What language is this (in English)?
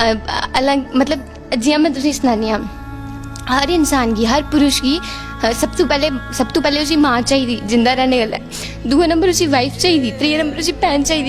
Dogri